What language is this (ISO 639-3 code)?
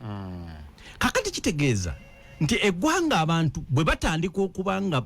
lug